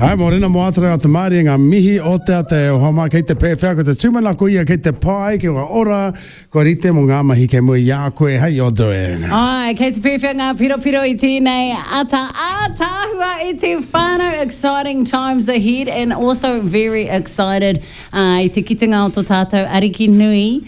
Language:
Māori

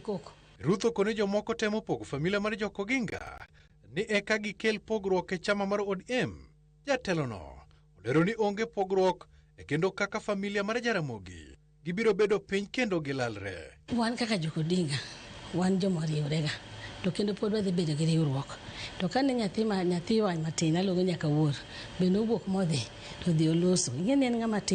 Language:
Luo (Kenya and Tanzania)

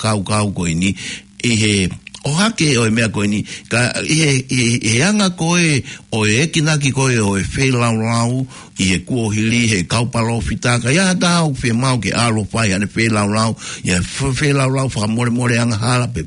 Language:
Tongan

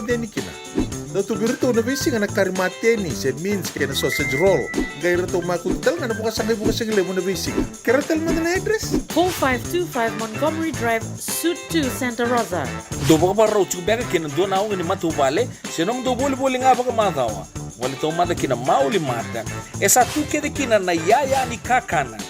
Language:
Fijian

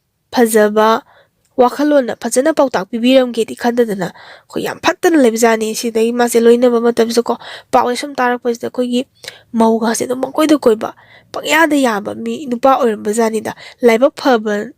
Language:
Manipuri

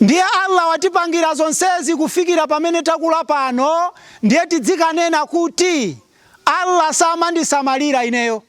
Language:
Nyanja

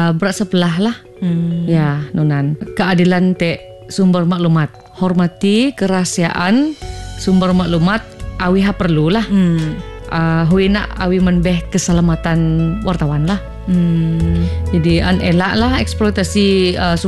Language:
Malay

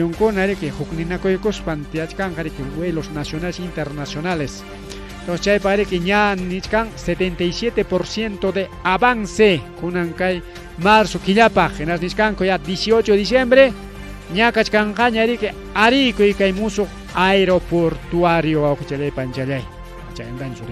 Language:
Ayacucho Quechua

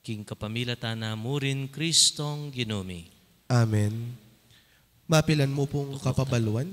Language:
Pampanga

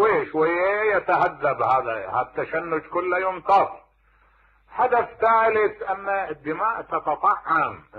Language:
Mesopotamian Arabic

